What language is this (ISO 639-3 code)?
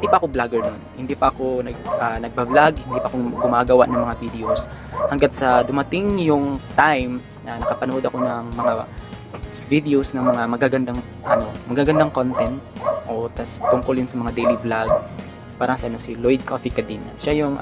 fil